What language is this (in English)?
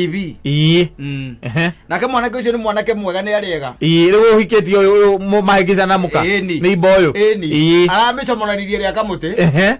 Kikuyu